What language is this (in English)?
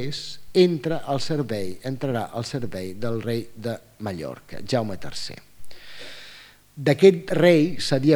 Catalan